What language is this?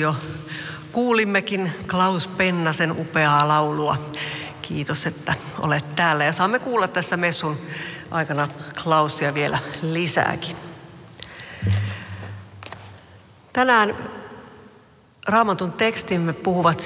Finnish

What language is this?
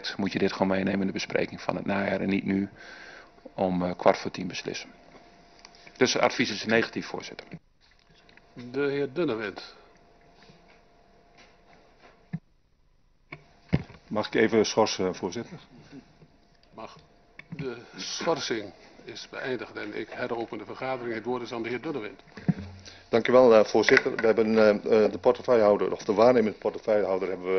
Dutch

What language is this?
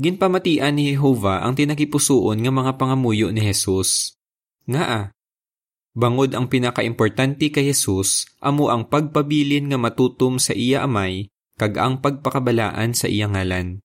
Hiligaynon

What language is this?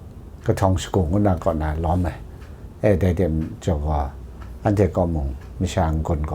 Kachin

